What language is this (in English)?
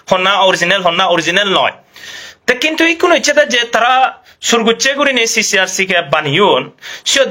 Chakma